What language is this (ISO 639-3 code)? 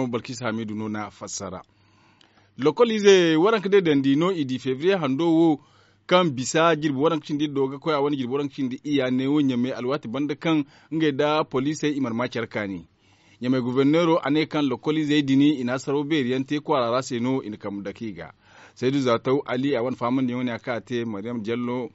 dje